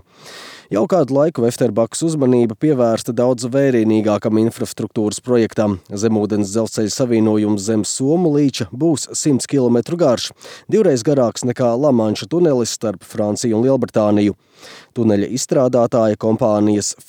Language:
Latvian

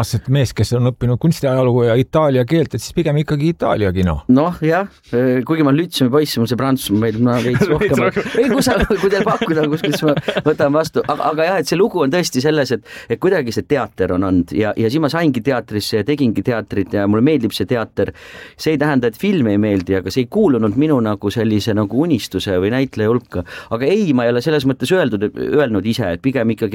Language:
Estonian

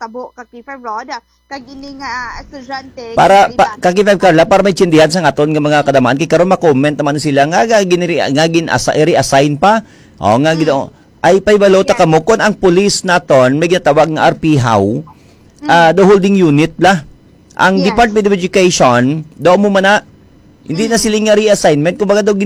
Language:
Hiligaynon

